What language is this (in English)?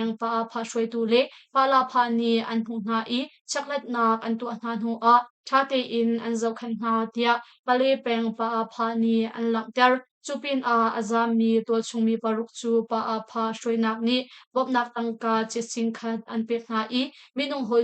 Hakha Chin